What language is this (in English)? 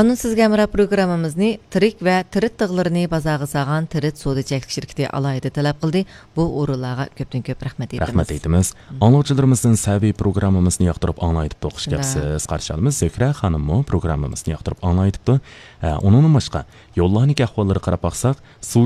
Uyghur